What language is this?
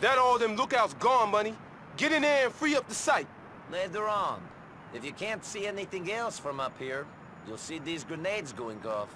Bavarian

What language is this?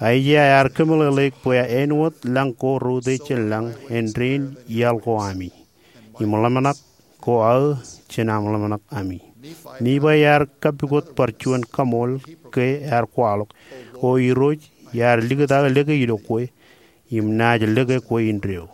Marshallese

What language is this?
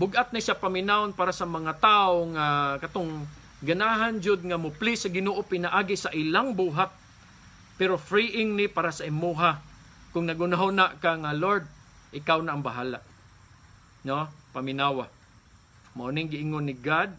Cebuano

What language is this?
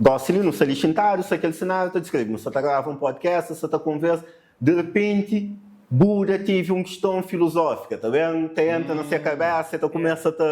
Kabuverdianu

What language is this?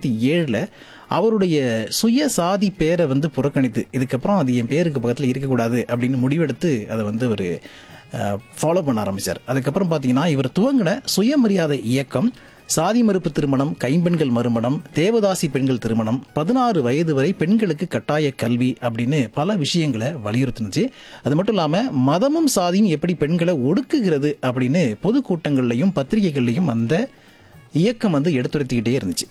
Tamil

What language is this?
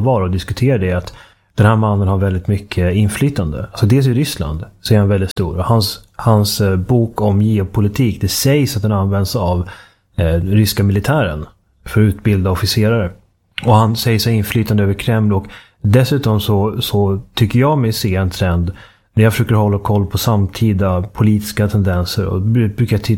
Swedish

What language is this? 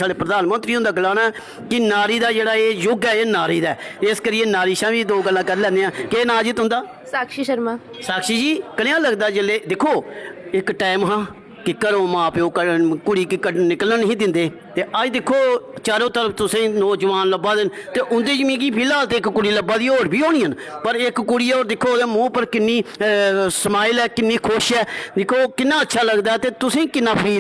Dogri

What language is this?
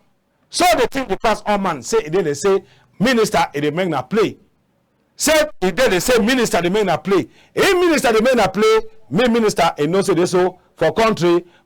Cameroon Pidgin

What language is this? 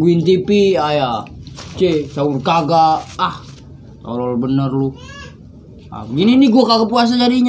Betawi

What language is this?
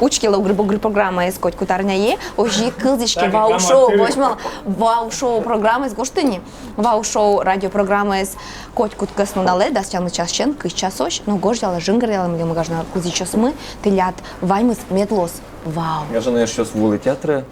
Udmurt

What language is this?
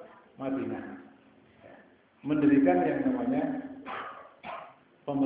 Indonesian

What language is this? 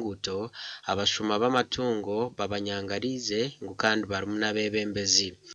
Nyankole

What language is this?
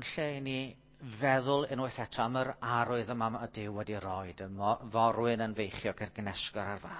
Welsh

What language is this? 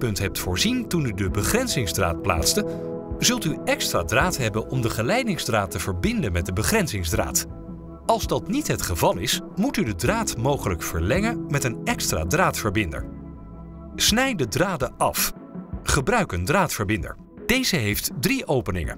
Dutch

